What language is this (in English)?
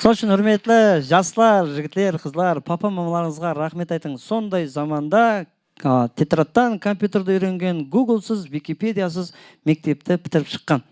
Kara-Kalpak